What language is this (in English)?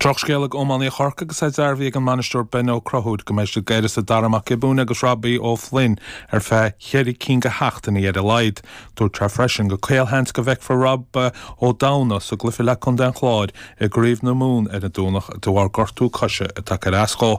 Irish